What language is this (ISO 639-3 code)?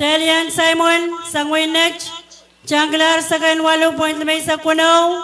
pon